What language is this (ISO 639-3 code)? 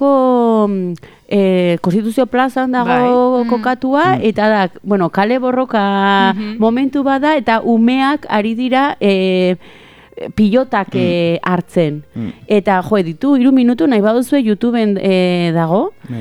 eus